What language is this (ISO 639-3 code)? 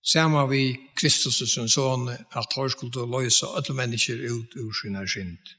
fao